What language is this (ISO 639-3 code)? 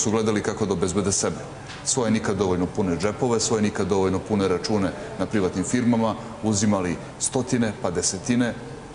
srp